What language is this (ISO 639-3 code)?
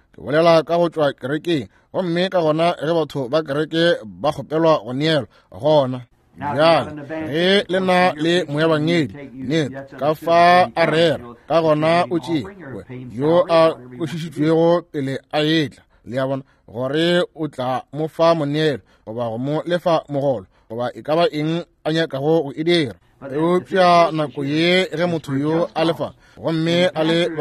nso